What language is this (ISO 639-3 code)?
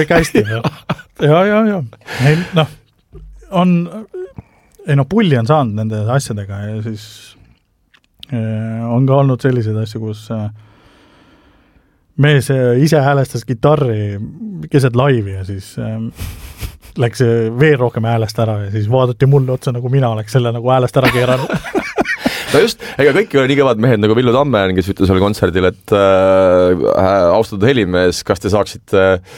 est